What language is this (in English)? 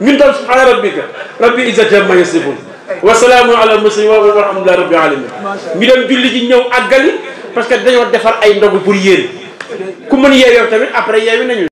Wolof